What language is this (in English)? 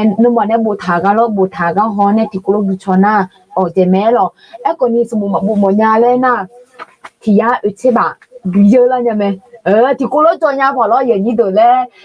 Akha